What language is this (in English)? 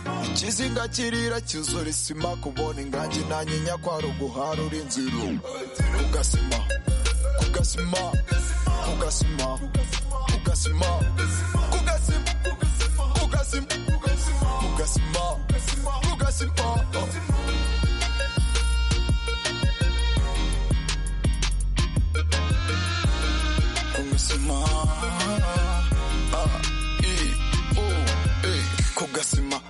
Kinyarwanda